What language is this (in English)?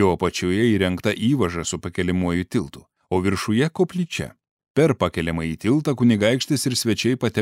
Lithuanian